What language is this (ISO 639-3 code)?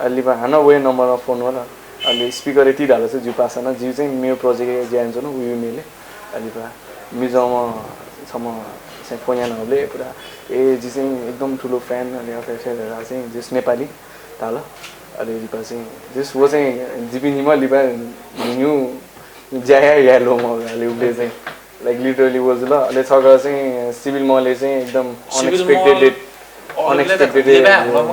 new